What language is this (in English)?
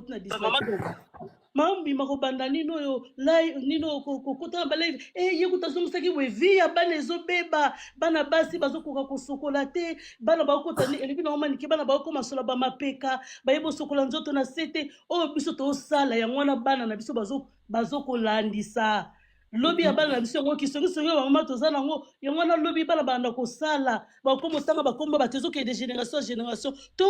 Lingala